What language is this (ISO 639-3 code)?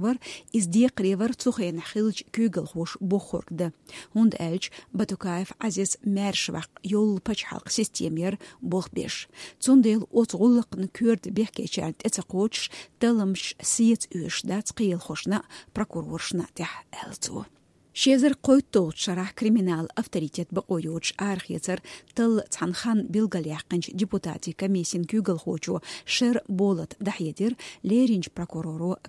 che